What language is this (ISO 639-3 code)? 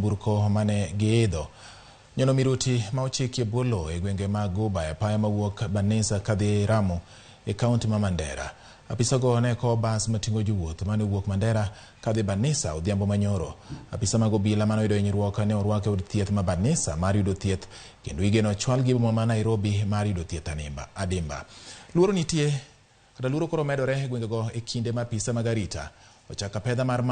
luo